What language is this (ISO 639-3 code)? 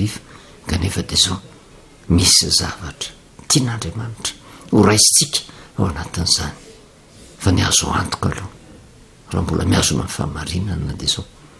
mlg